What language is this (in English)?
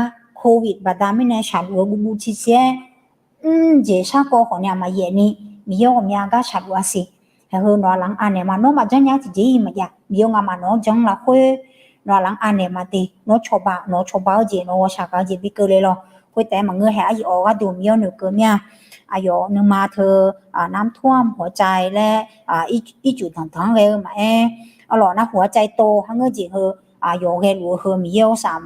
Akha